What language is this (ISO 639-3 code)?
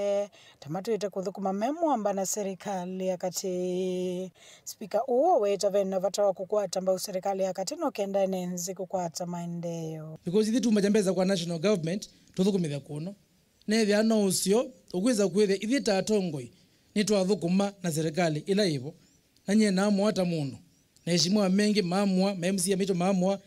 kam